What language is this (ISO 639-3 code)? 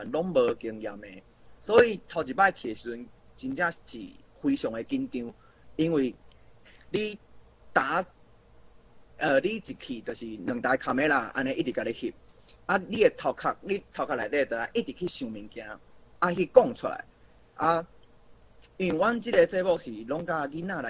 nan